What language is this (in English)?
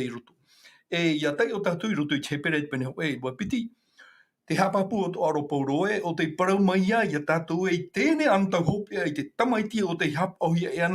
Tahitian